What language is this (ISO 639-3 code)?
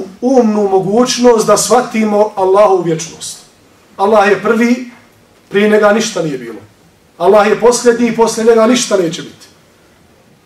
bos